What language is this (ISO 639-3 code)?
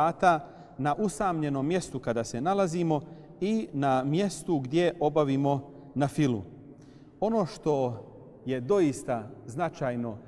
bos